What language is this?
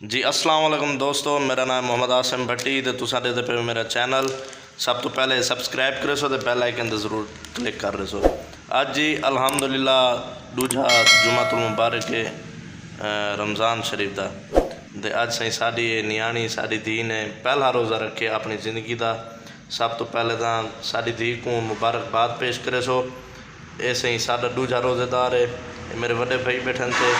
Saraiki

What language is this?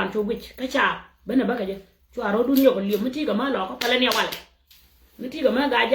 Nuer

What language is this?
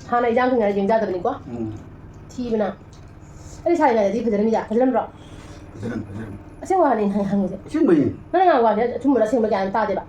Manipuri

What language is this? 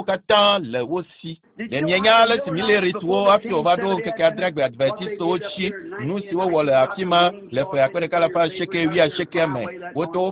Ewe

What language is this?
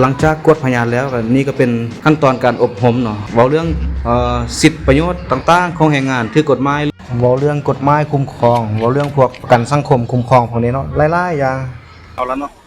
Lao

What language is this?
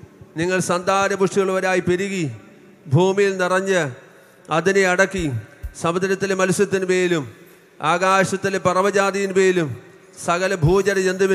Malayalam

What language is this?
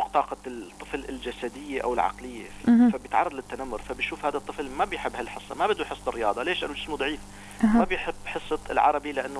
North Levantine Arabic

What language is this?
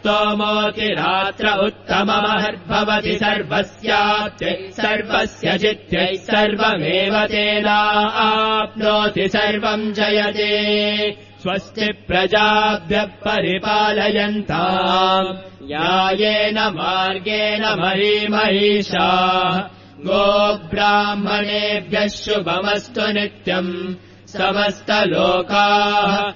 Sanskrit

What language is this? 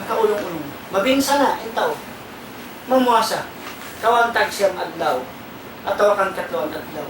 Tausug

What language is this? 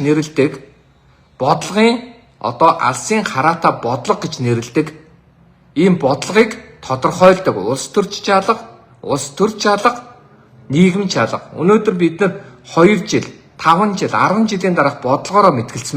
Mongolian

